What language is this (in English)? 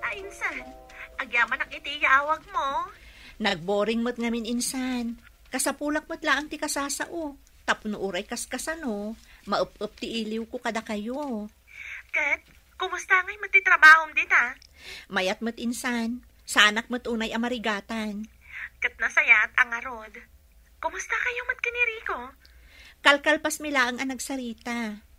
Iloko